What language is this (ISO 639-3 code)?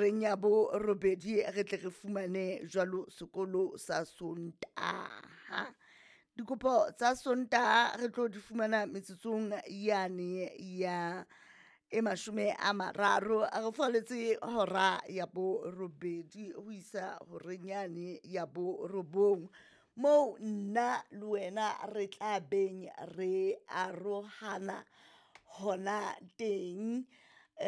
sot